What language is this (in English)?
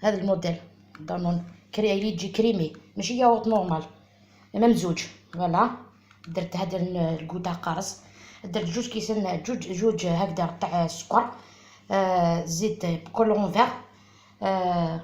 Algerian Arabic